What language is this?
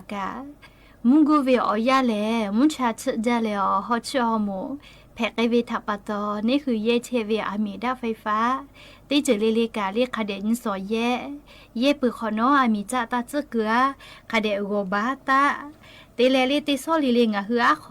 Lahu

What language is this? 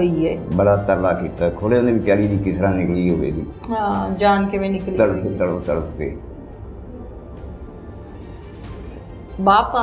Punjabi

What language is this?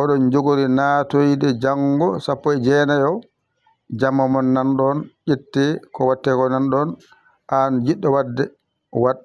Fula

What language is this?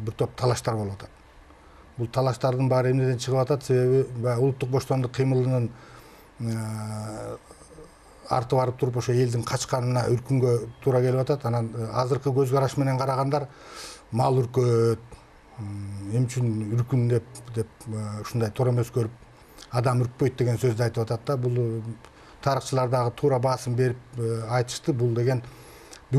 Kyrgyz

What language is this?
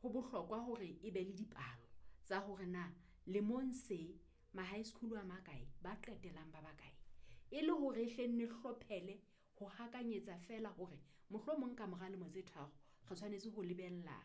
Southern Sotho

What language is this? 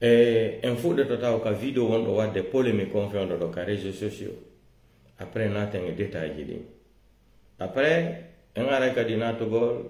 Pular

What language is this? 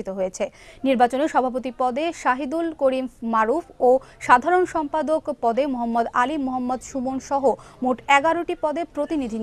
Bangla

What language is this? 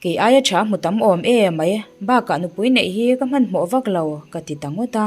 Mizo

